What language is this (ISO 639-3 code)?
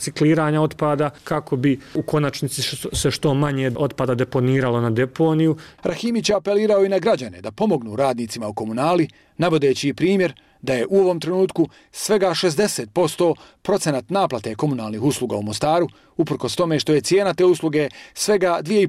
bos